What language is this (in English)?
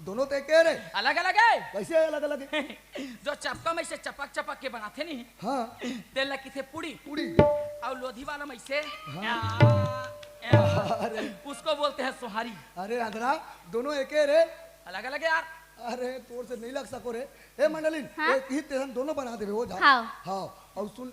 Chhattisgarhi